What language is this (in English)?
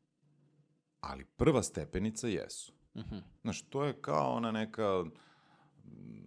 Serbian